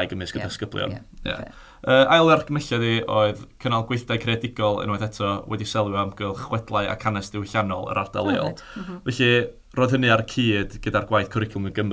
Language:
Welsh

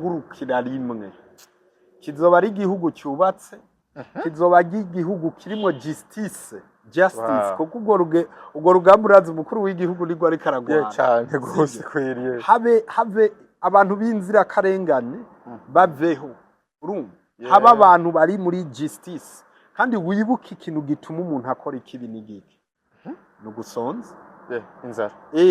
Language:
Rundi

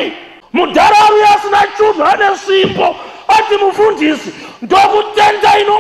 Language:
Shona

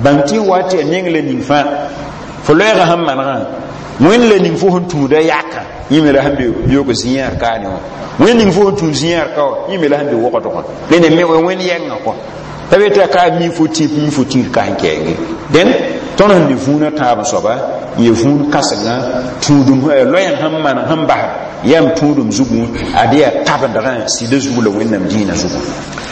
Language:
Mossi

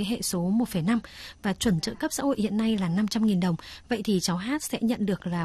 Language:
Vietnamese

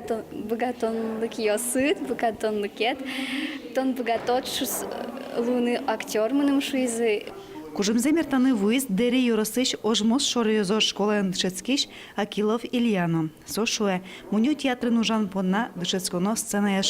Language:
Udmurt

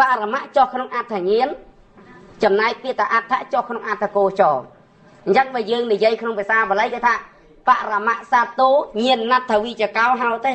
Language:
Khmer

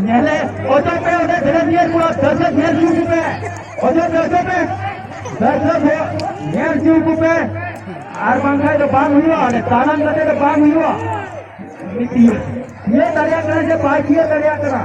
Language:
Santali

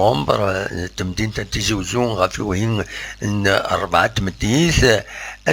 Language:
Kabyle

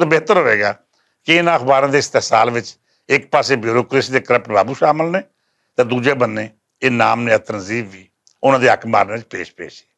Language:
Western Panjabi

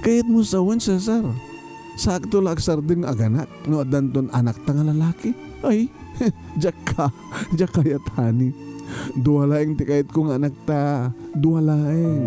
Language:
Iloko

